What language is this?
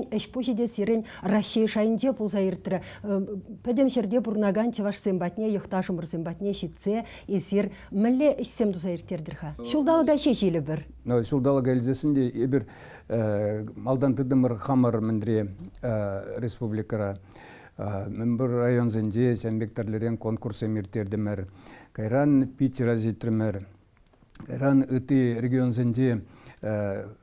Chuvash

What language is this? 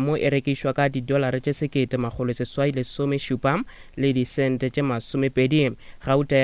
Northern Sotho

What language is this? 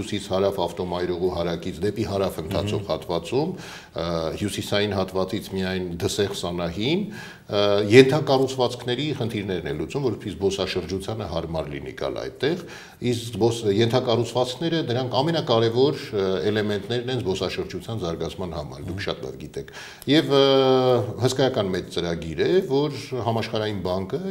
Armenian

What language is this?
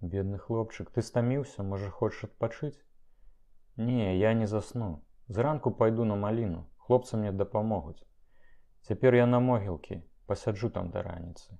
Belarusian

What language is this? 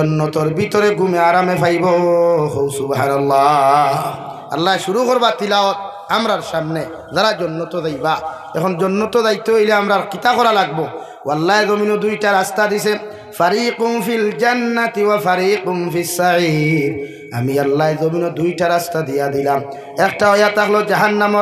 Sylheti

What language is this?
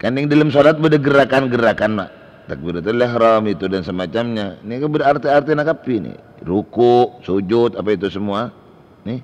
Madurese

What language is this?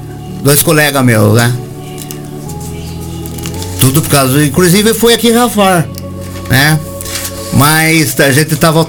Portuguese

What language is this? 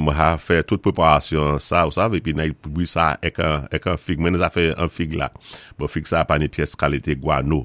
Saint Lucian Creole French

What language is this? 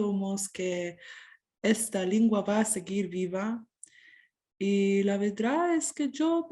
Ladino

